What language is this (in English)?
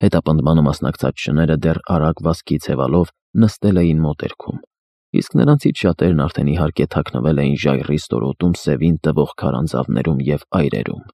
Armenian